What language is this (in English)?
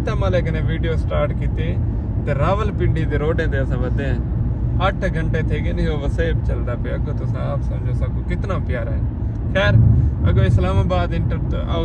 Saraiki